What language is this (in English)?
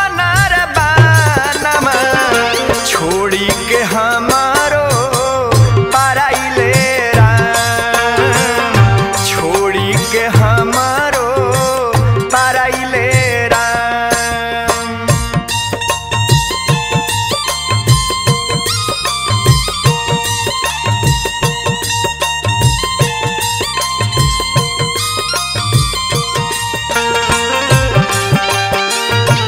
Bhojpuri